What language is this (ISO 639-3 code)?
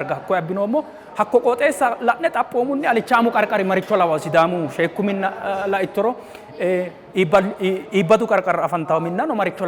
sid